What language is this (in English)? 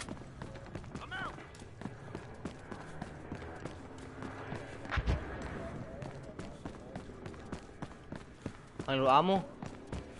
Danish